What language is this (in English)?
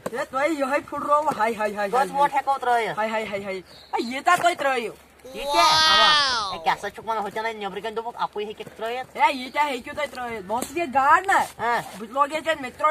Kashmiri